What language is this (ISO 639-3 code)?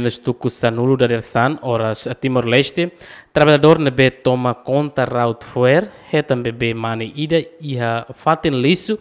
tet